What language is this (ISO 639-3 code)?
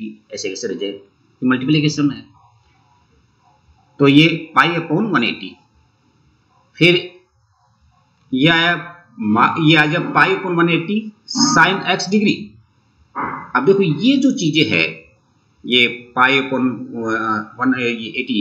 hin